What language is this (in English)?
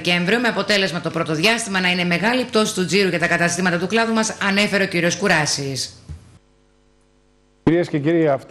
Greek